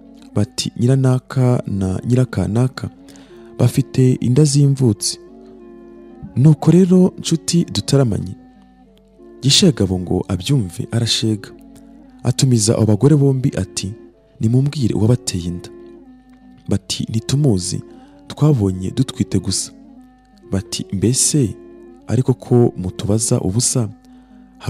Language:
Kinyarwanda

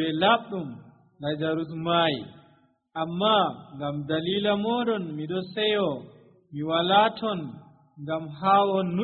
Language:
Nigerian Fulfulde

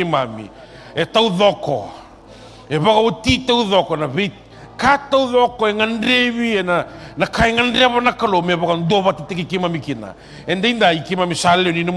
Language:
Fijian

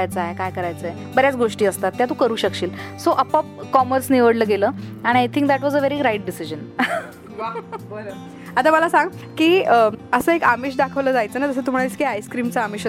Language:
Marathi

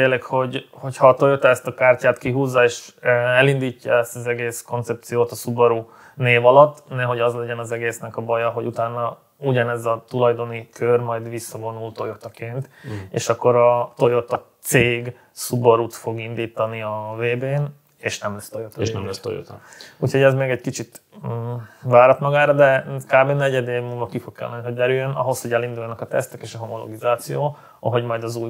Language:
Hungarian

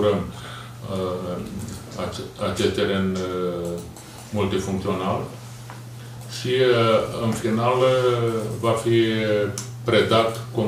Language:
Romanian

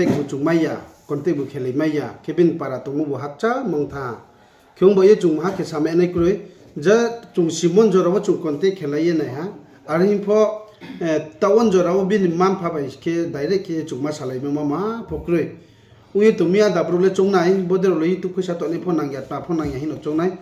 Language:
Riang (India)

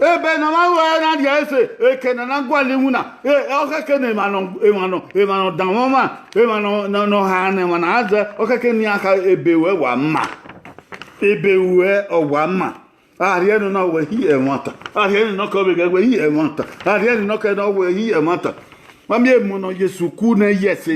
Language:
Bini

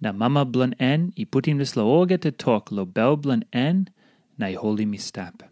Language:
Tok Pisin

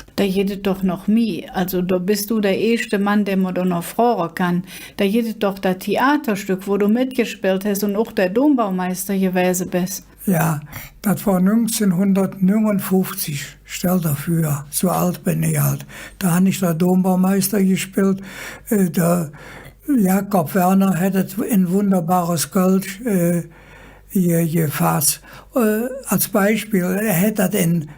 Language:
Colognian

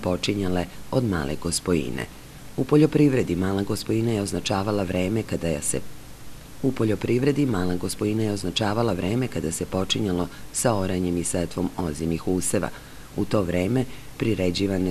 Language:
Serbian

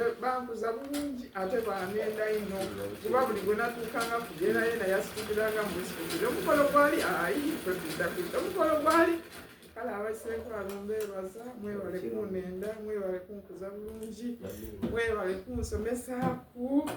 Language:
Soga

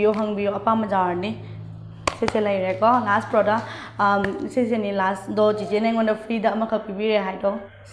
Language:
Manipuri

